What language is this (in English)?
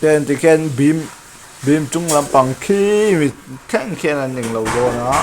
Mizo